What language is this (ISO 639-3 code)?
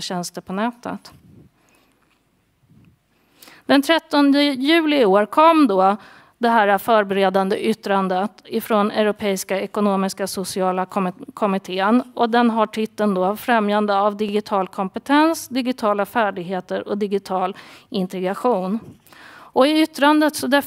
swe